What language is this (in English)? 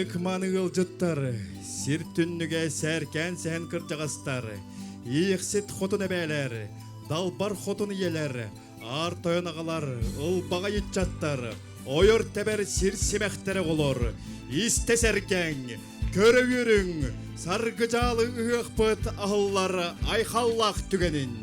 Yakut